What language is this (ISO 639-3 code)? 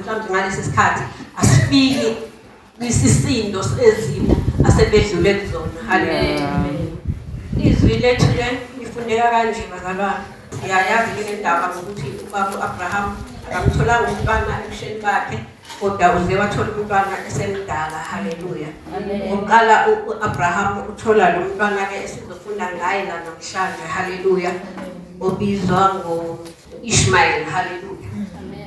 zul